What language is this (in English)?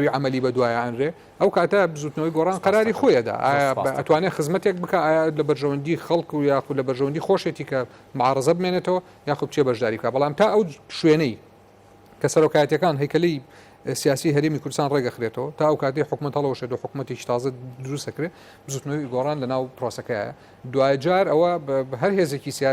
Central Kurdish